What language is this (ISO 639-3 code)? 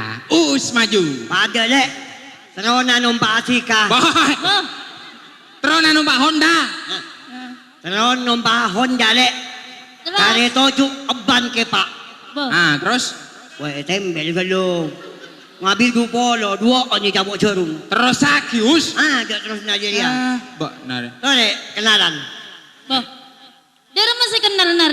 mad